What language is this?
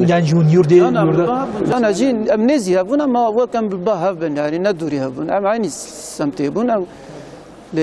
Kurdish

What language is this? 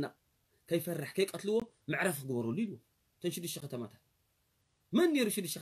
Tigrinya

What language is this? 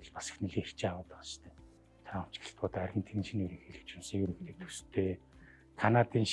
Mongolian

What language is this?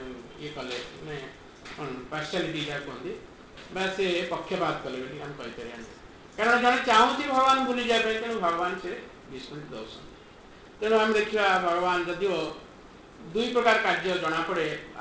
Odia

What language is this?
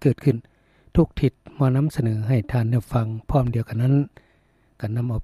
Lao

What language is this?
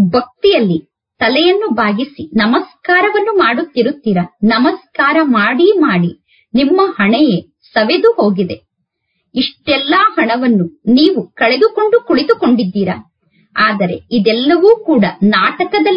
Kannada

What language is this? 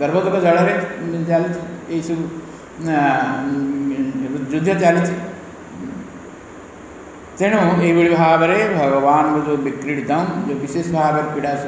Odia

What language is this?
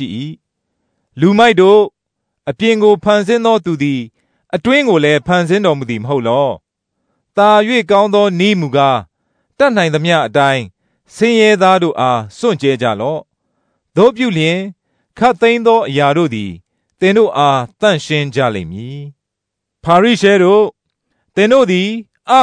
Burmese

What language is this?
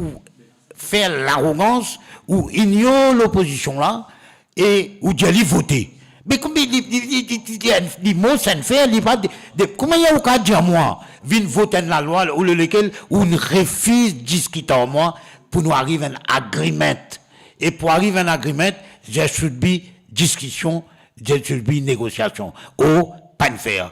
Morisyen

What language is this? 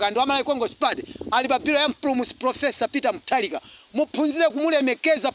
Nyanja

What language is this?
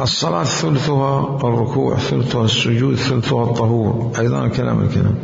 Mesopotamian Arabic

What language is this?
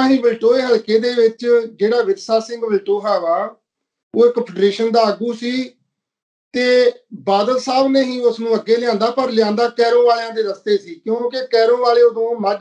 Punjabi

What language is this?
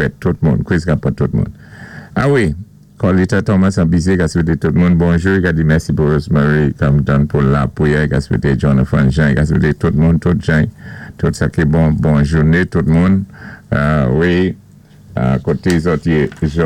Saint Lucian Creole French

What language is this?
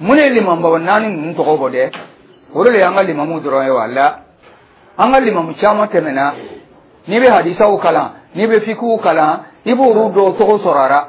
Dyula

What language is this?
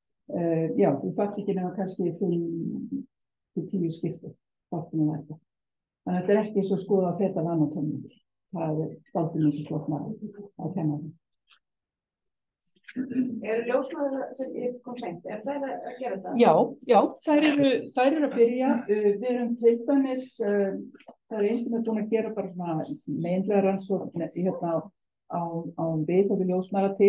Icelandic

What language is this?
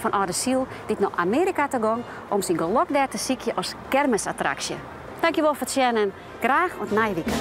Western Frisian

